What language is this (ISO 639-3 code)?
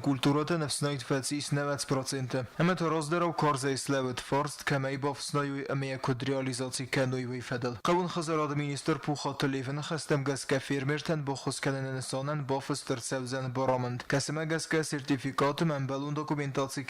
oss